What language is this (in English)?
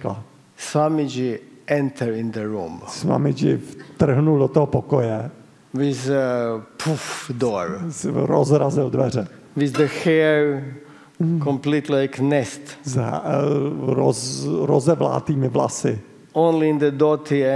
Czech